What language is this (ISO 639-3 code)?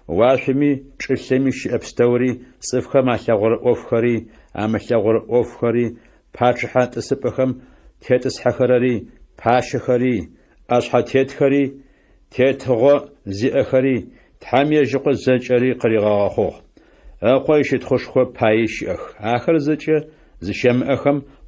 ady